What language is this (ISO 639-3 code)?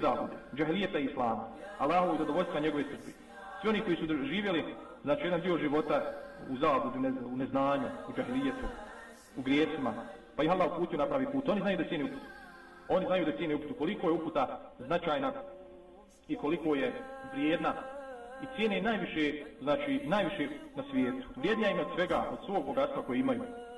bos